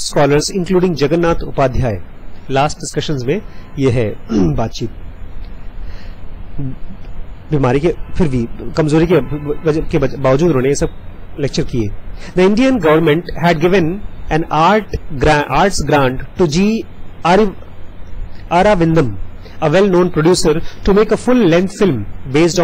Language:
Hindi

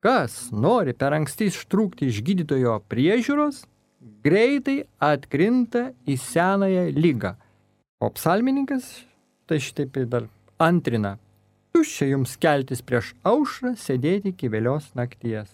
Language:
Lithuanian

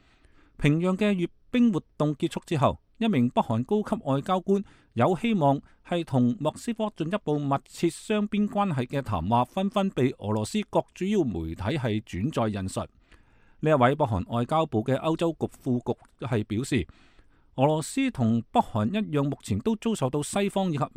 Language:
Cantonese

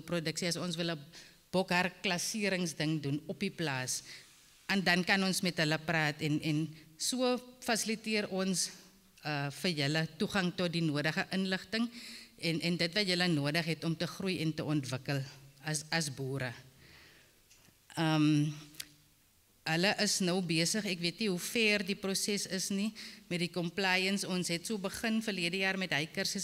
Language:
Afrikaans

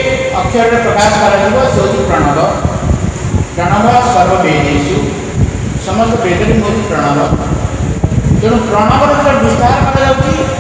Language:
Odia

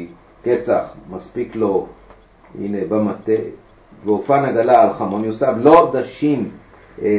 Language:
Hebrew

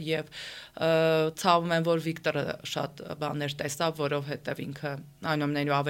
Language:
Armenian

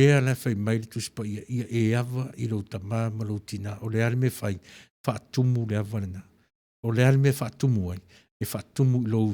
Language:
Samoan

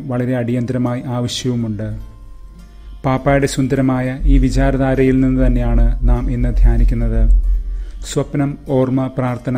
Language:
Malayalam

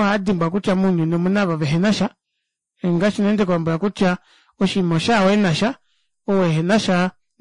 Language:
Kuanyama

